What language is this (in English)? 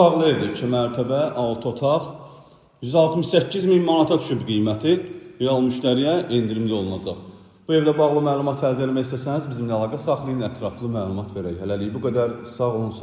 Azerbaijani